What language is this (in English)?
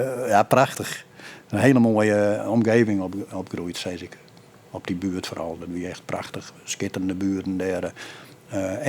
Western Frisian